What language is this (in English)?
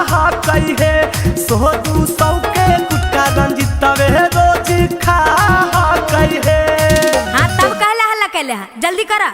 Magahi